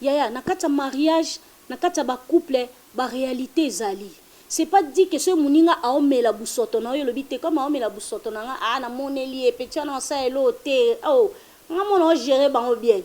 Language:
Lingala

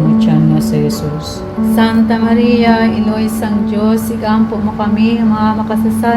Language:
Hiligaynon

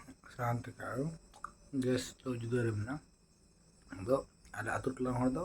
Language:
Santali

